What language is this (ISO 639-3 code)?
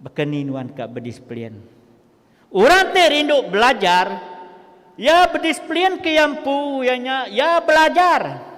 iba